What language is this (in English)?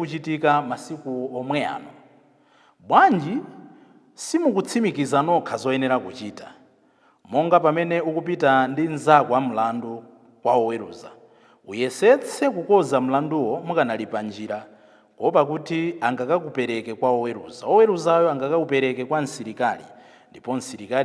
Nyanja